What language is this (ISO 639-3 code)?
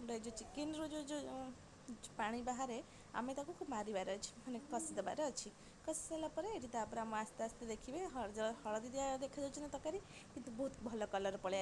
ori